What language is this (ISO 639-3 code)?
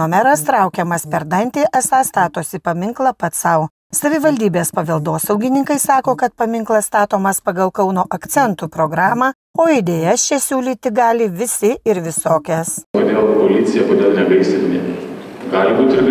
lit